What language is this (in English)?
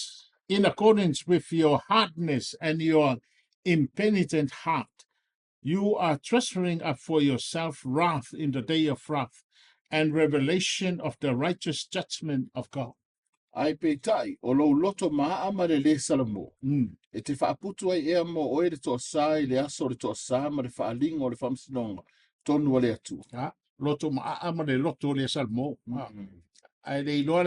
Samoan